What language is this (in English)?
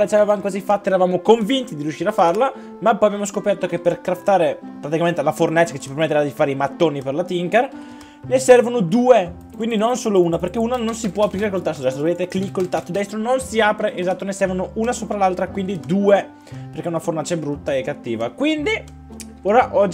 Italian